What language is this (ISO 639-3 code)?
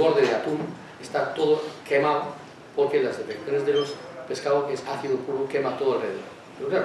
spa